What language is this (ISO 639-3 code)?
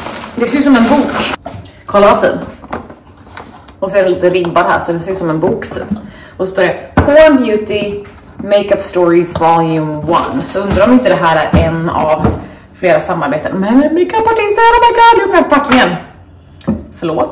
swe